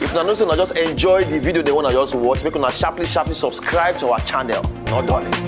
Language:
Nigerian Pidgin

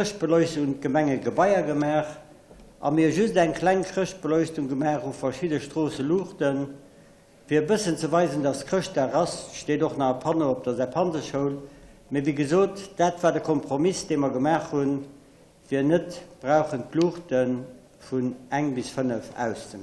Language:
Luxembourgish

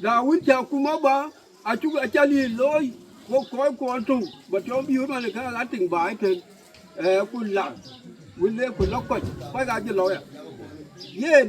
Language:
Dinka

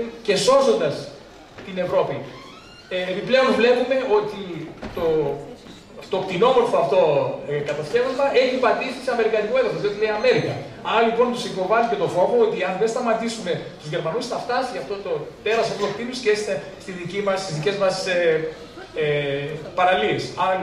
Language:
Greek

